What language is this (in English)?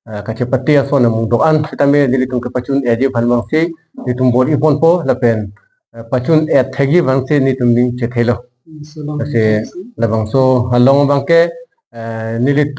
Karbi